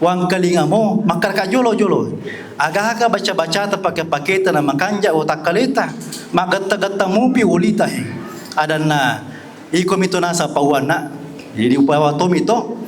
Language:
Buginese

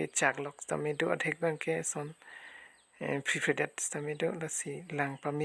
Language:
Karbi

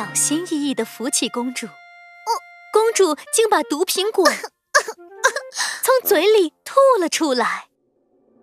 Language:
Chinese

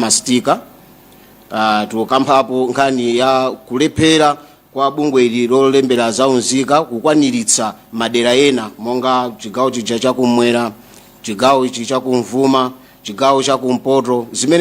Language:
Nyanja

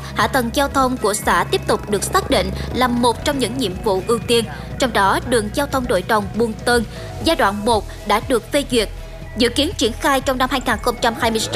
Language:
Vietnamese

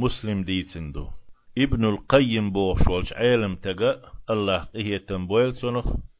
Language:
Chechen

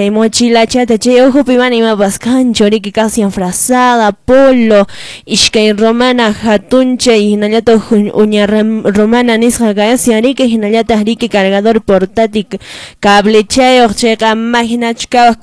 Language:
Quechua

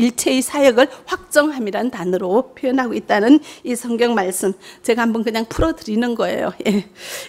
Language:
Korean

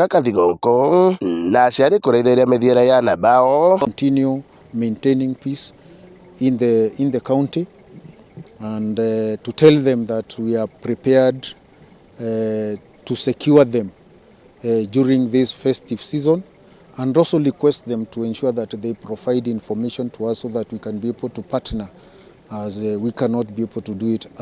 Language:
Meru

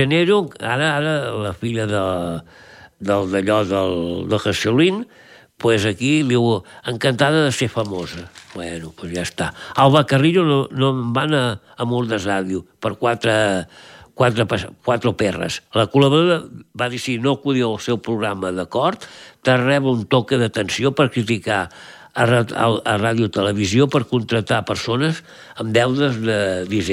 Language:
Catalan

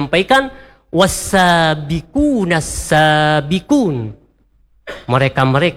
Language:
Indonesian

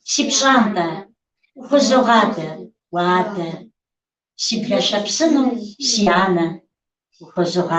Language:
Kabardian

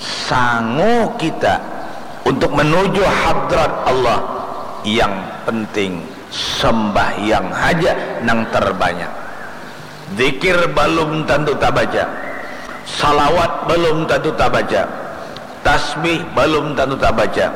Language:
Banjar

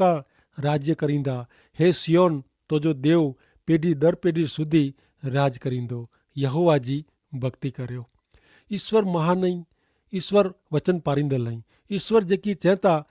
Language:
Kachhi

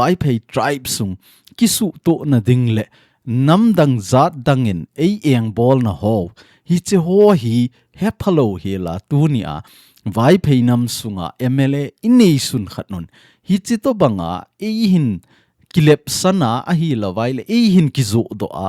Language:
Thado Chin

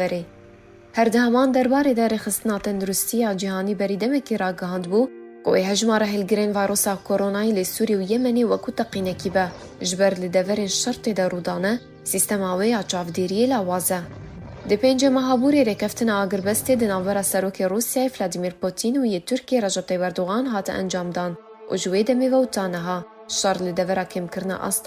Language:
Kurdish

